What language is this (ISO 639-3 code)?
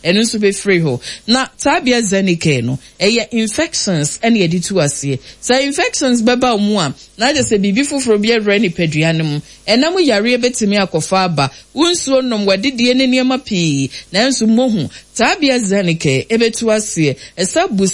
aka